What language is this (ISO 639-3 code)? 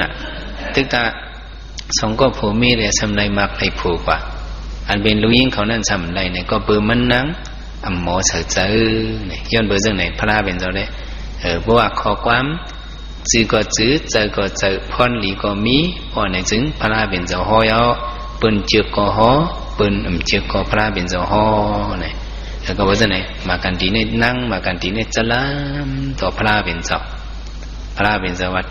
shn